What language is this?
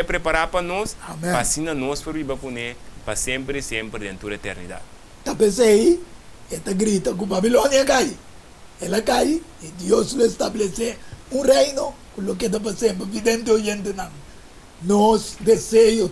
Papiamento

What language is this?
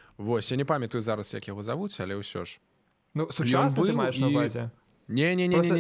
Belarusian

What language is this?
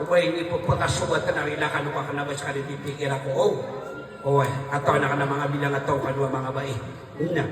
Maranao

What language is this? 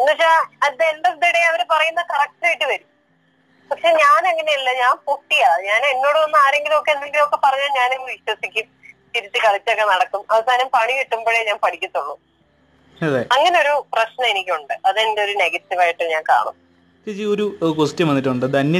Malayalam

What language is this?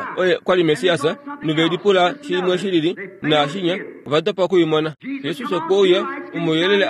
Kuanyama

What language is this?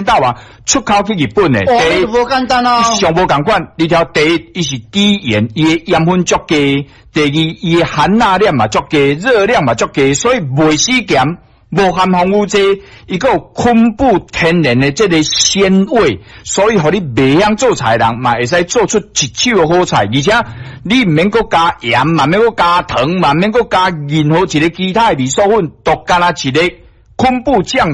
Min Nan Chinese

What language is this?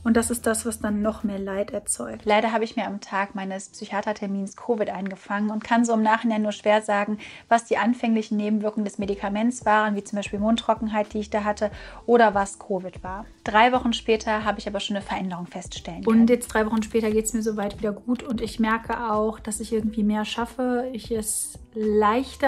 German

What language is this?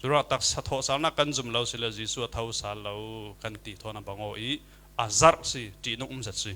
Falam Chin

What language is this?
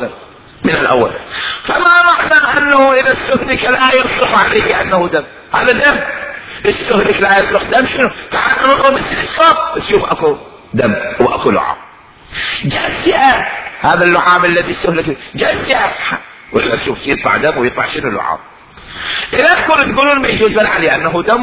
Mesopotamian Arabic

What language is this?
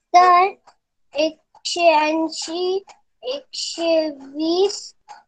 Marathi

